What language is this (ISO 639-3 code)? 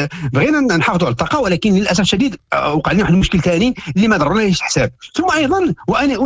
ary